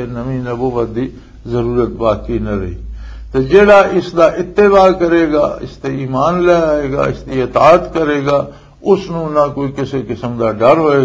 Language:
Western Panjabi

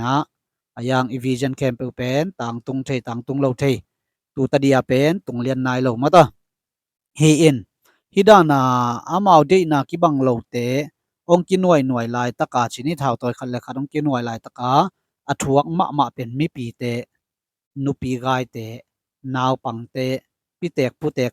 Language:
Tedim Chin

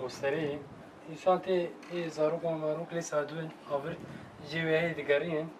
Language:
Kurdish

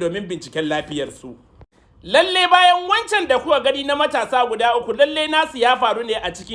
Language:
Hausa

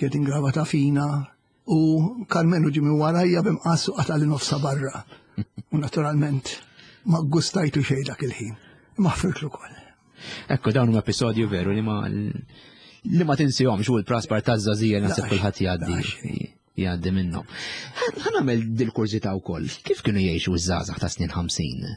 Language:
Maltese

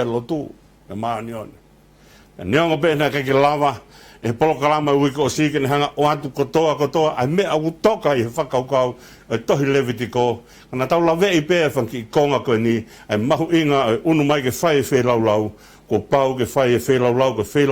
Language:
Tongan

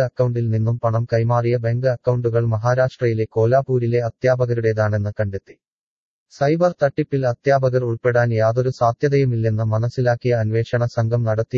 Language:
Malayalam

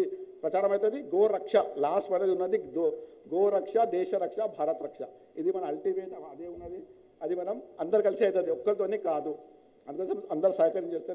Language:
Telugu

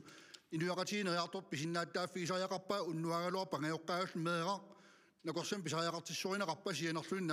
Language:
Kalaallisut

